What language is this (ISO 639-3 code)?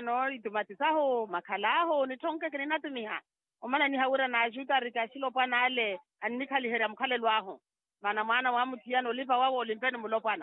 vmw